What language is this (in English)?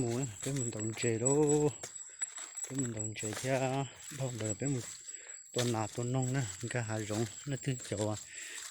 Hmong